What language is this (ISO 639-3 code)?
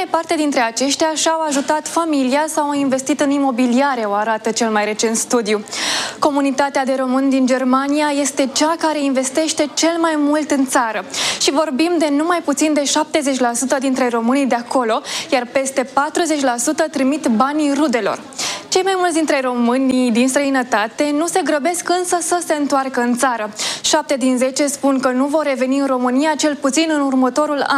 ron